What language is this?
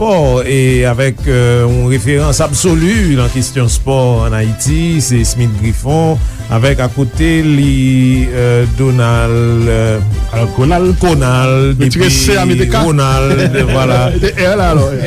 Haitian Creole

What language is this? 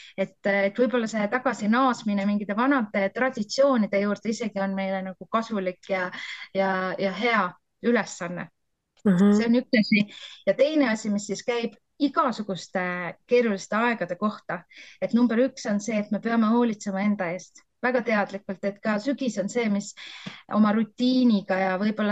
Estonian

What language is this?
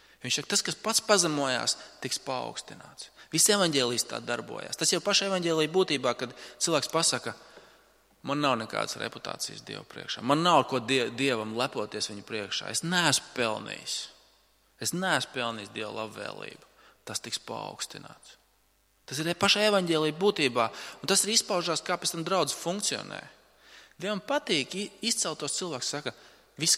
Latvian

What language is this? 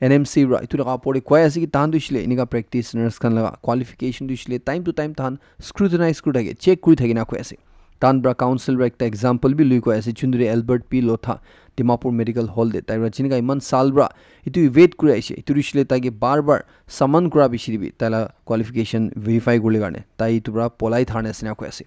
Naga Pidgin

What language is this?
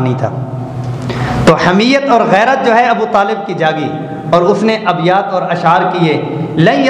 Urdu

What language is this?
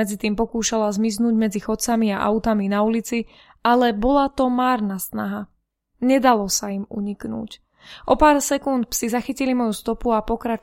Slovak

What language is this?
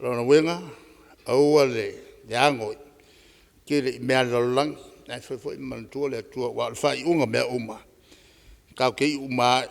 Samoan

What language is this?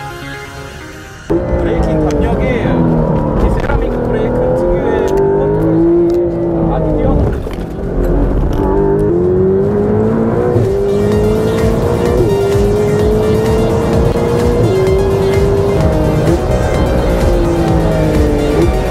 Korean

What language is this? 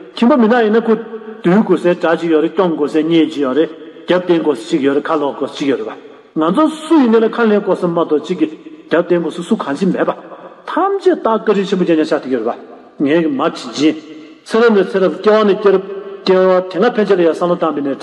Tibetan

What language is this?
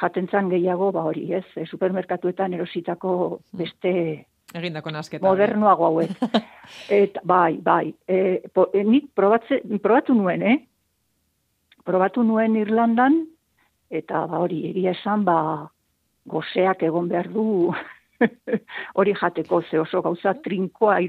Basque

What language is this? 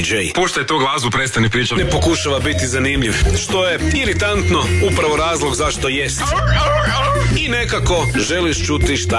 Croatian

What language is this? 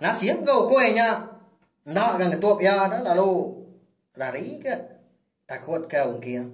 Iban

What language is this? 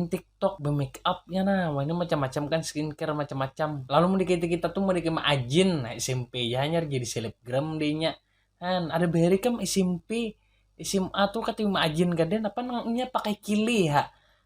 Banjar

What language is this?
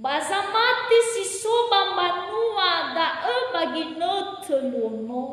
Nias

